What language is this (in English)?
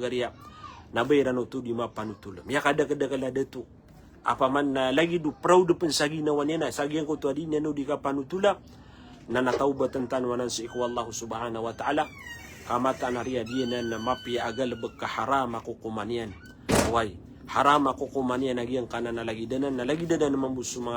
Maranao